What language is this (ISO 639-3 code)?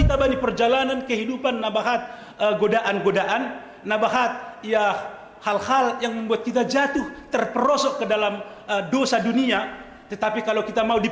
bts